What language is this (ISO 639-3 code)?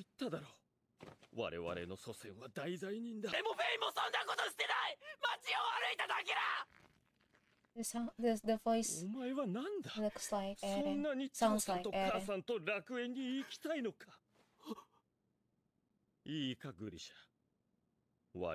jpn